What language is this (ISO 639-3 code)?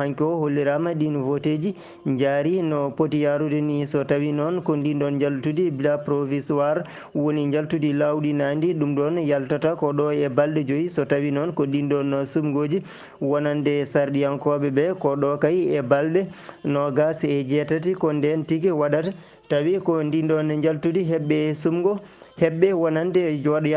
ful